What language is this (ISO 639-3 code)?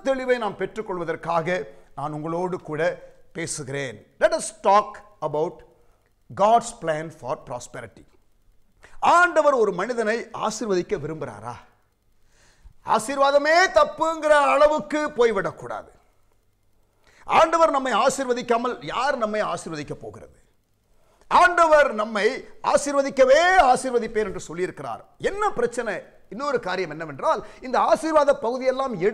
tam